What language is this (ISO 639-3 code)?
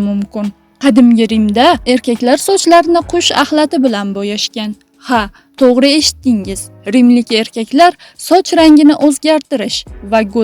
uzb